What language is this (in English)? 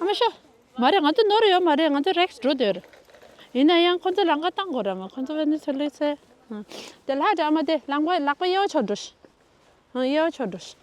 Tibetan